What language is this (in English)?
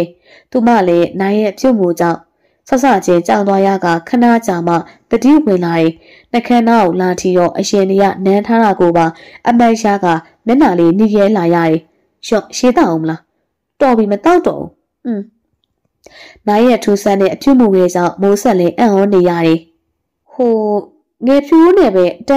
Burmese